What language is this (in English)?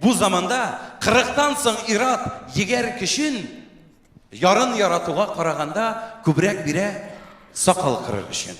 Tatar